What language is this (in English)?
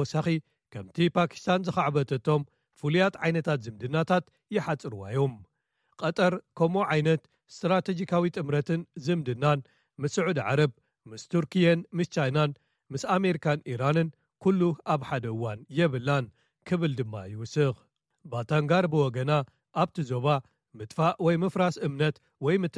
Tigrinya